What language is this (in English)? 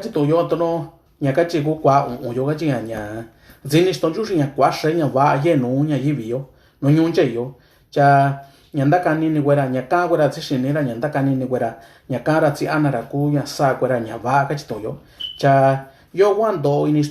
Mixtepec Mixtec